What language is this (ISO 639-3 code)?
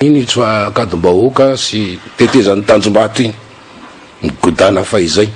mlg